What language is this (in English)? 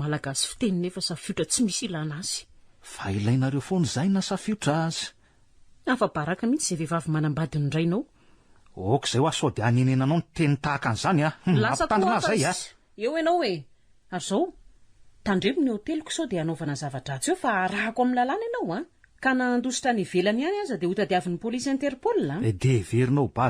Malagasy